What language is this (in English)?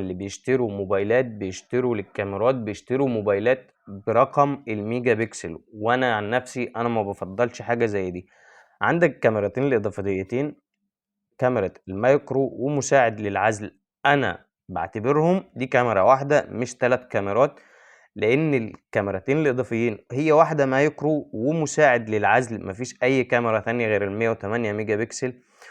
Egyptian Arabic